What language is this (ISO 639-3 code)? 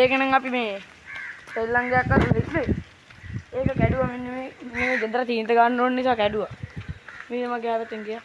sin